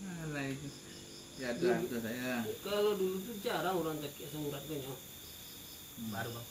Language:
Minangkabau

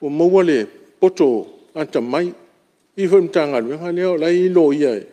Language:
Samoan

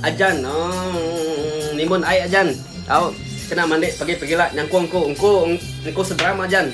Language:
Iban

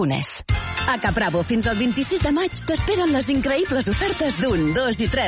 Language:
Catalan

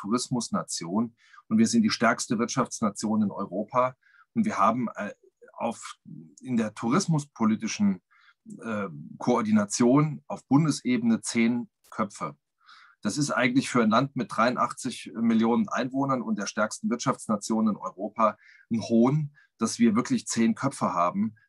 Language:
German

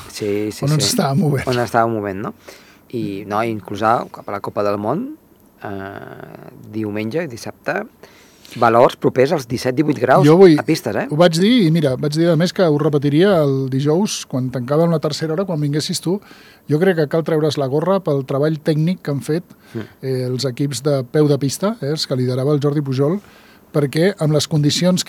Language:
Catalan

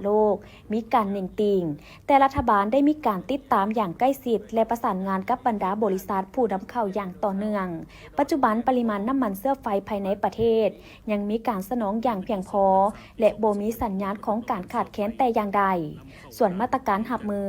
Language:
Lao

